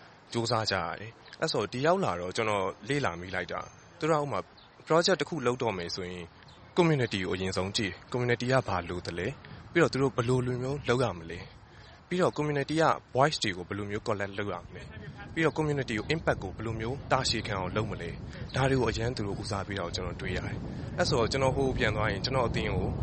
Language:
Burmese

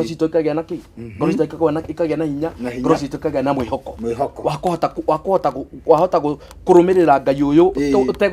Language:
Kikuyu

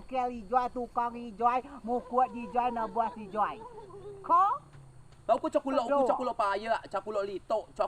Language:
Rejang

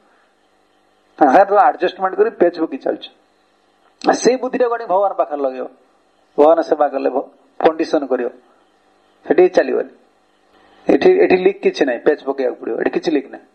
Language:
Odia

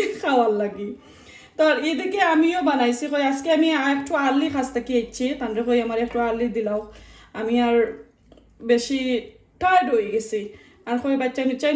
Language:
Sylheti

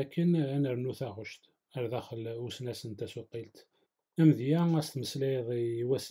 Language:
Kabyle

